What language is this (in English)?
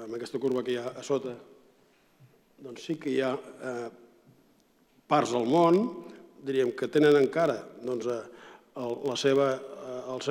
Catalan